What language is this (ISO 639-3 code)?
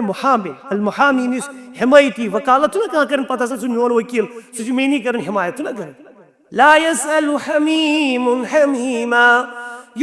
kas